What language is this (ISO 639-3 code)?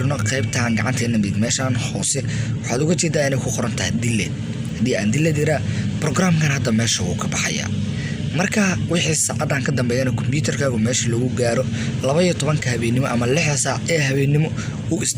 som